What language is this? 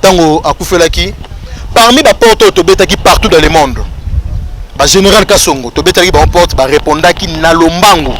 Lingala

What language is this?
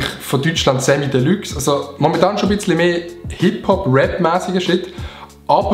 Swiss German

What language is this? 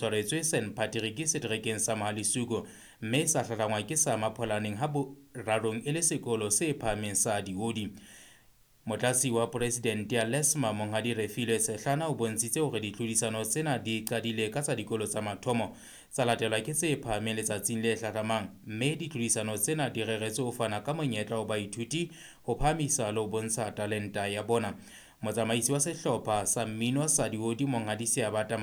Southern Sotho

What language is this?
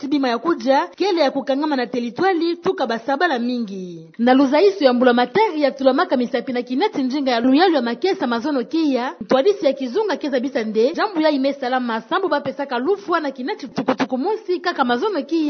Kituba (Democratic Republic of Congo)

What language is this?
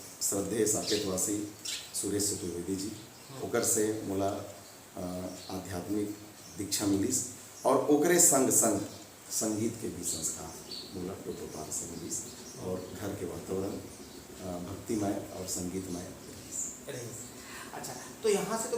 Chhattisgarhi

